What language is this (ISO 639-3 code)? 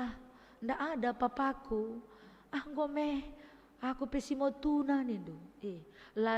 btx